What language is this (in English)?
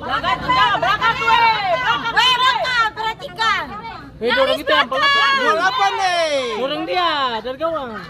Ambonese Malay